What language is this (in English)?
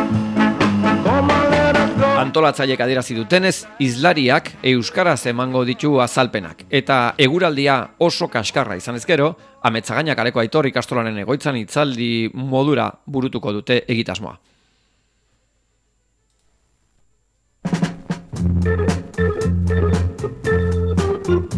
Basque